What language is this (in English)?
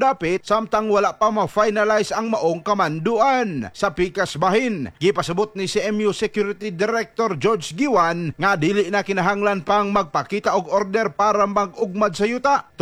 Cebuano